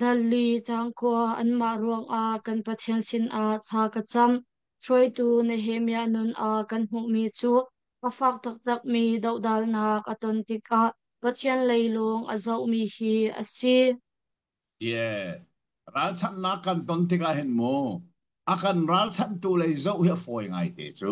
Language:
Hakha Chin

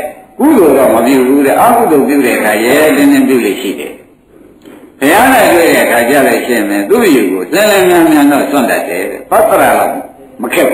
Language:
Burmese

